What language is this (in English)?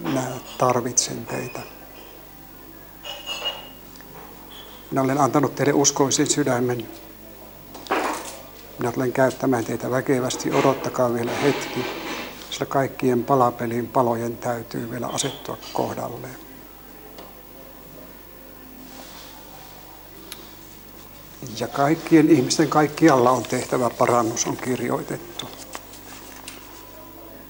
Finnish